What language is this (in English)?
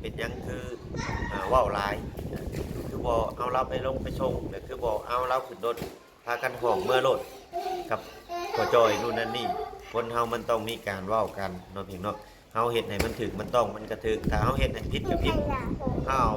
Lao